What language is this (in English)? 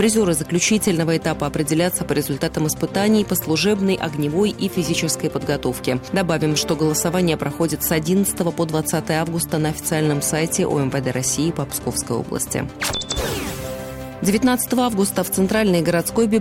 Russian